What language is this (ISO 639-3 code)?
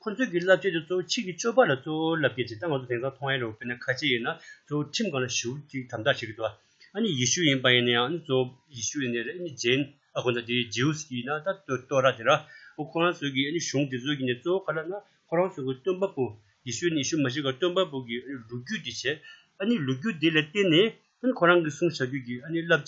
bod